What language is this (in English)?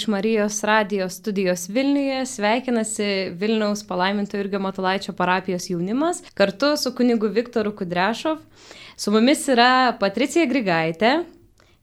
Lithuanian